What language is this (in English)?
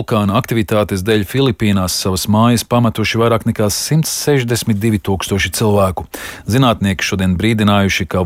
Latvian